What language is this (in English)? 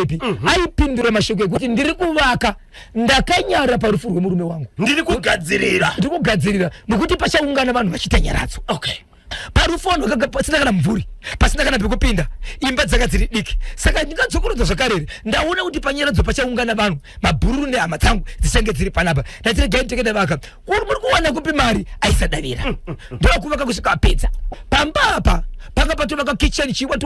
Shona